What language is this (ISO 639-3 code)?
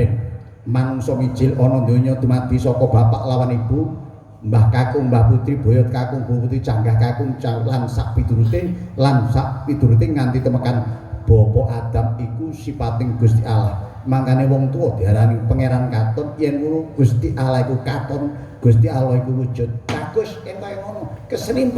jav